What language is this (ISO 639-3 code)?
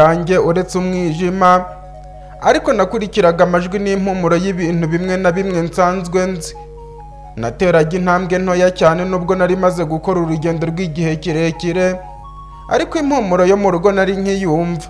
kin